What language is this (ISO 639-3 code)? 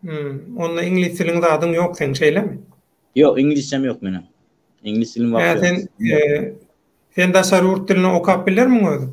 tuk